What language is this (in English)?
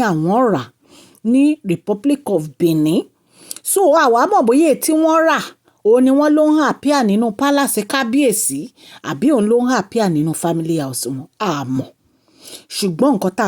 Yoruba